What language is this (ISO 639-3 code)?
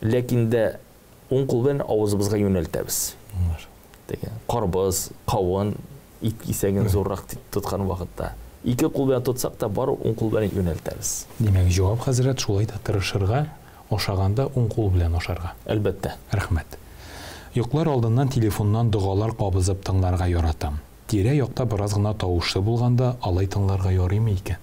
tat